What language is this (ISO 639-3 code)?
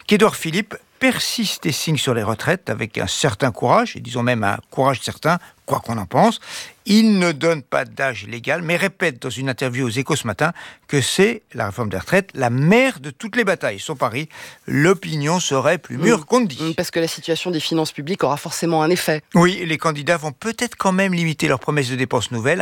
fra